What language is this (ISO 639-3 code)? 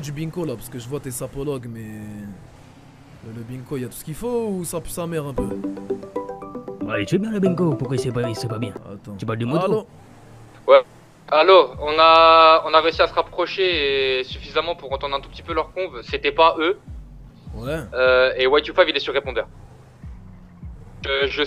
fra